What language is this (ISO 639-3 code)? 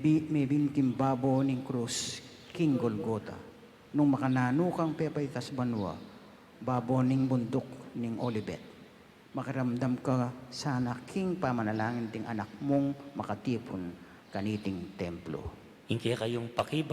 pam